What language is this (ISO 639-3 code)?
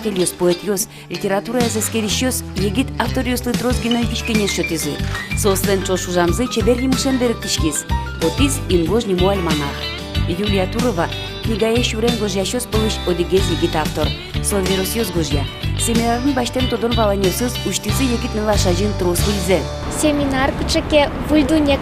udm